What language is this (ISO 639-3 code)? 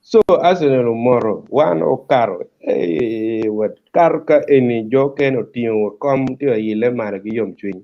ach